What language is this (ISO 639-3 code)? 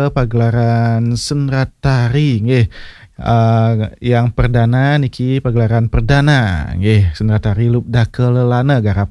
ban